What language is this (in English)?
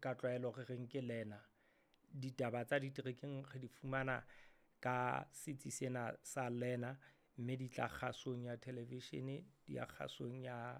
Southern Sotho